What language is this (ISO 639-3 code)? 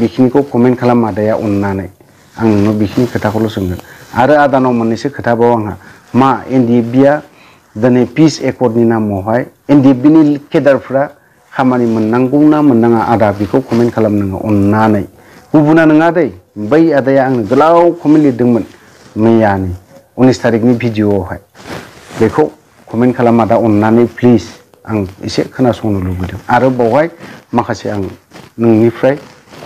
brx